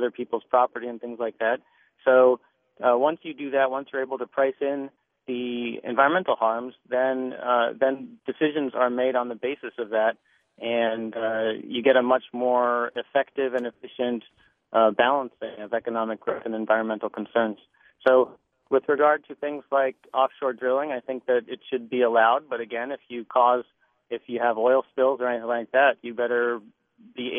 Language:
English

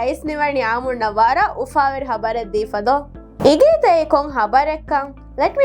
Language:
Divehi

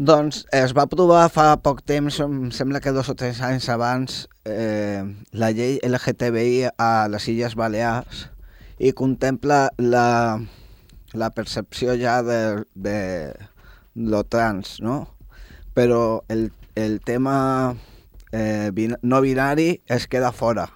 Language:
Catalan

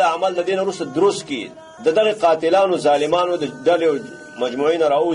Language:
Pashto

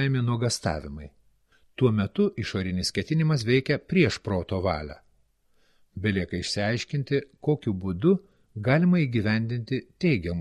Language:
Lithuanian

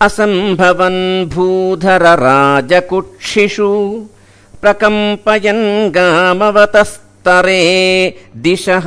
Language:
Sanskrit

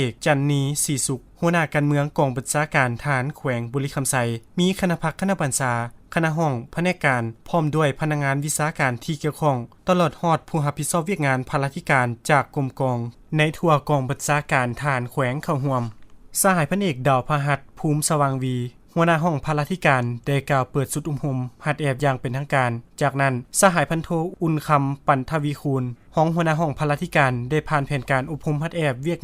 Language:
Lao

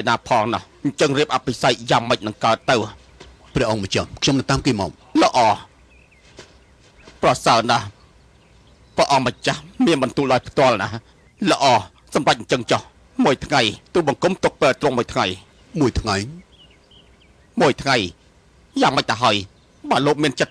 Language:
Khmer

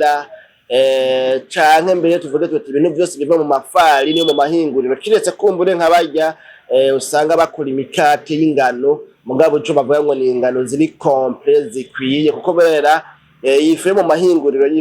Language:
Rundi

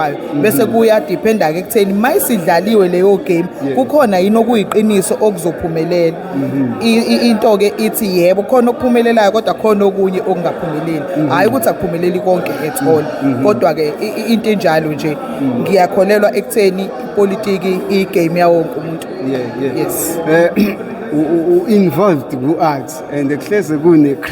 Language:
Zulu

